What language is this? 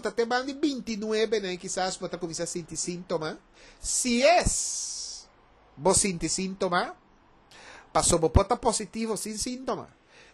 Papiamento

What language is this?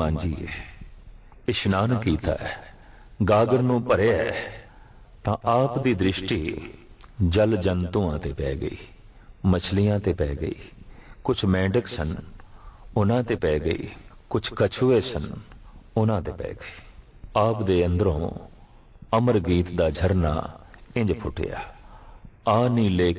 Punjabi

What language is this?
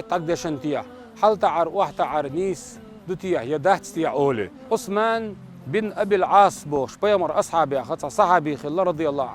Chechen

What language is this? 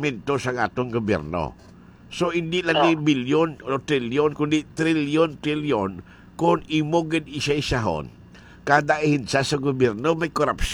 Hiligaynon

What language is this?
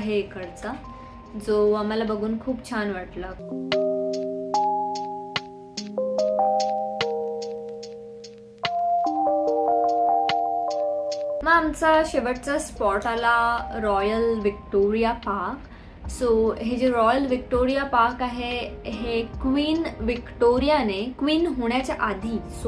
Marathi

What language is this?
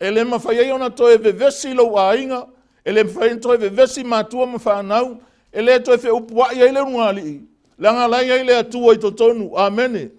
Samoan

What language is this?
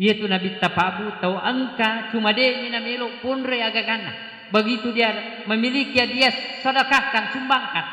Buginese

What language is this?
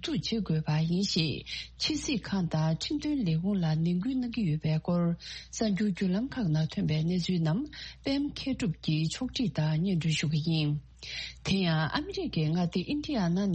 Tibetan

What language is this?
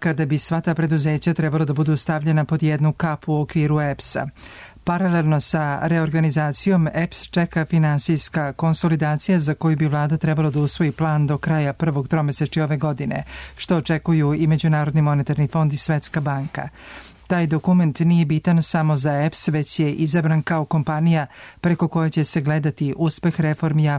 Serbian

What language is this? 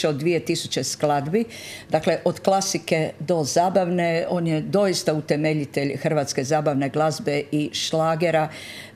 Croatian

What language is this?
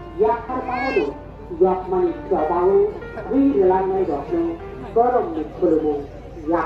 Kok Borok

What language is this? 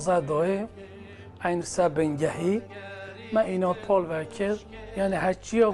Kurdish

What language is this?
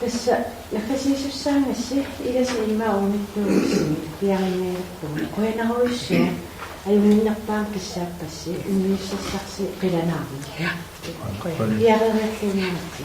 Kalaallisut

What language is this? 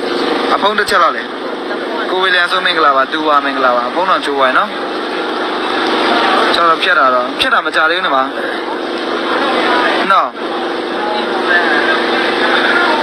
Burmese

